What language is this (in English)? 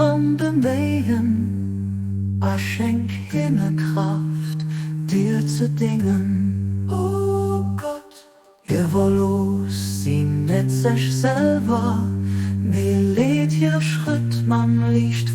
Luxembourgish